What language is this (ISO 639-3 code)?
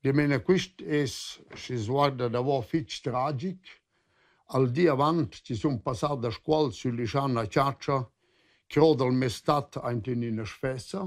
roh